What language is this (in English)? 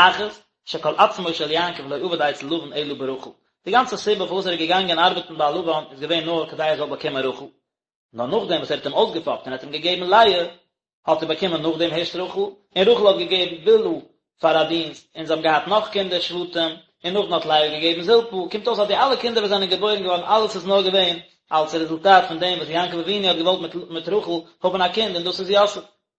Yiddish